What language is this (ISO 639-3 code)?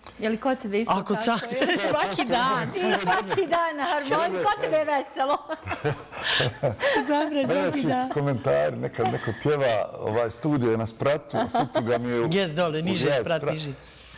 bos